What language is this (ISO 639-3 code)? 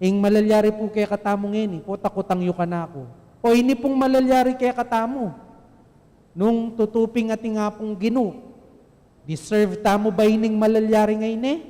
pam